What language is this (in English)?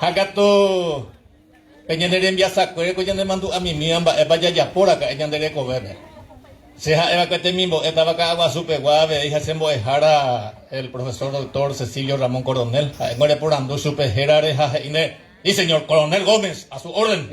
Guarani